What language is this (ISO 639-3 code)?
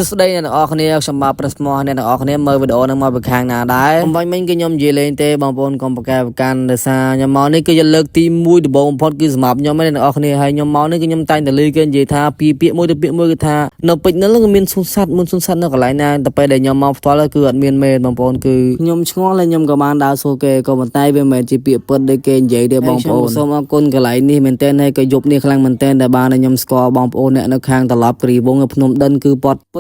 khm